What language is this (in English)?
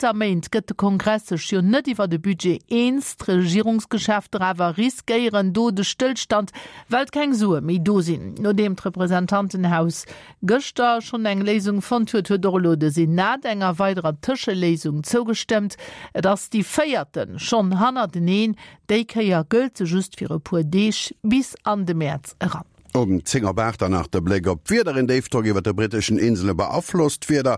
Luxembourgish